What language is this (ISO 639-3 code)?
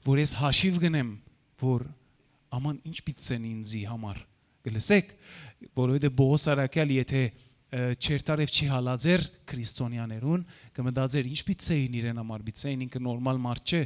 hyw